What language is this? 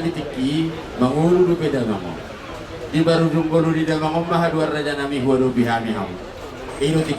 Batak Toba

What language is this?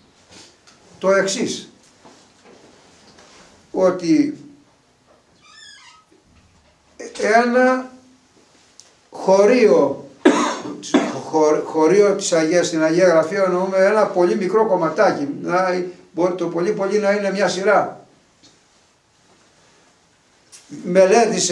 Greek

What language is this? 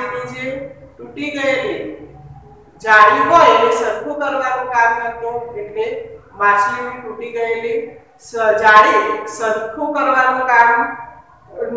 Gujarati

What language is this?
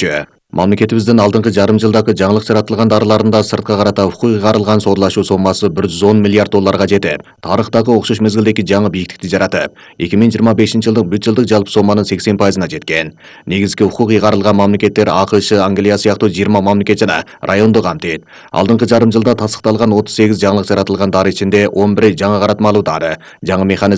Kyrgyz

